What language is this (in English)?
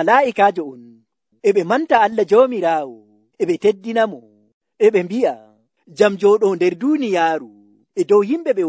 Nigerian Fulfulde